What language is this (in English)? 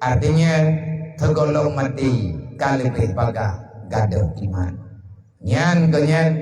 Achinese